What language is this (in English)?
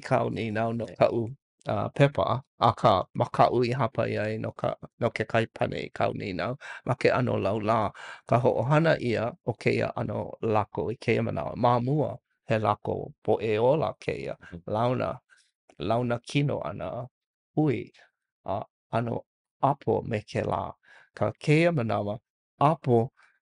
Hawaiian